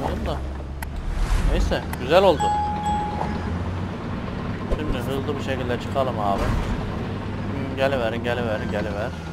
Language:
Turkish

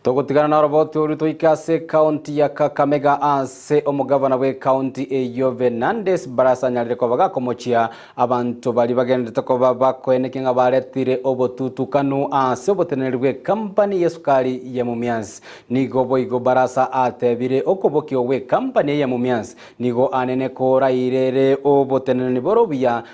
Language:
Gusii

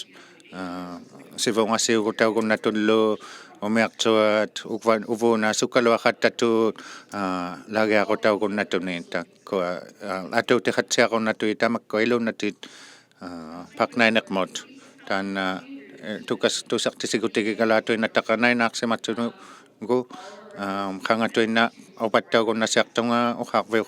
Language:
Inuktitut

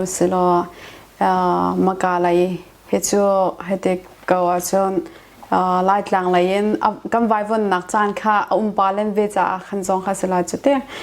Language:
Hakha Chin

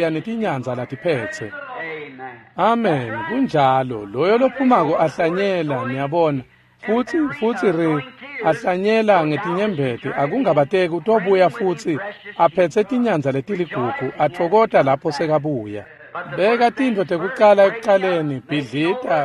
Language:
Swati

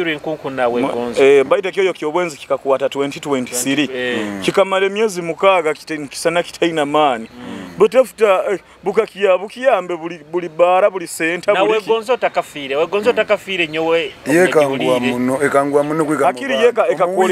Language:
Nyoro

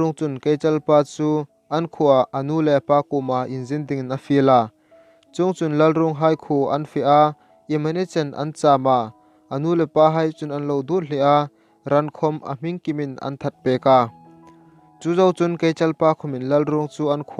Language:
Hmar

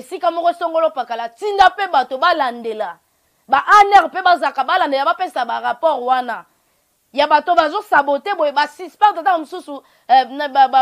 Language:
Lingala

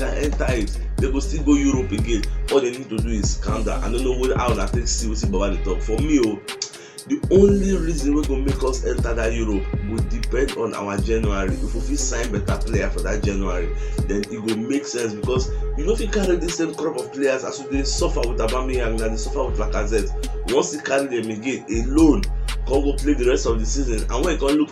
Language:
Nigerian Pidgin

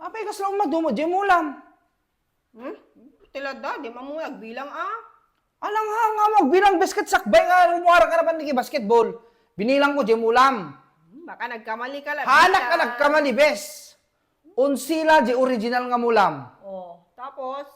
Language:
Iloko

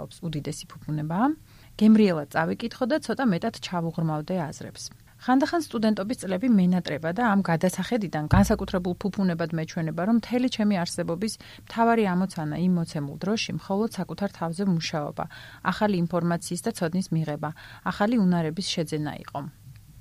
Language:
Georgian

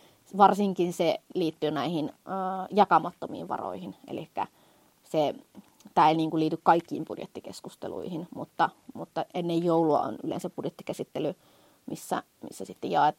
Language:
Finnish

